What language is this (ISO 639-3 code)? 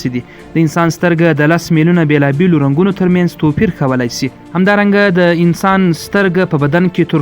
pus